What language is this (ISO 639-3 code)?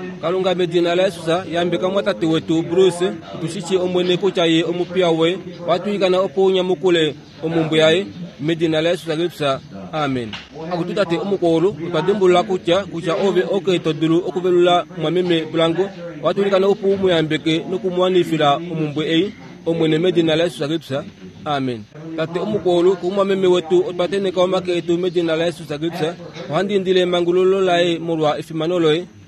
kua